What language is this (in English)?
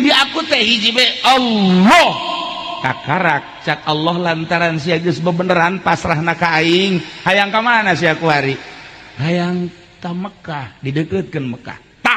Sundanese